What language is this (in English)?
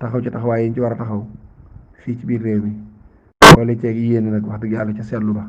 Wolof